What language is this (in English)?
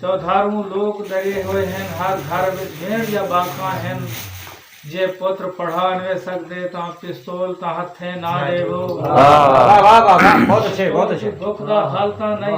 Saraiki